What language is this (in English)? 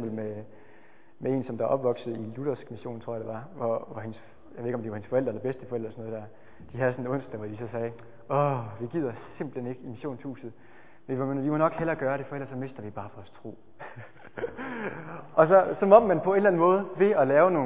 Danish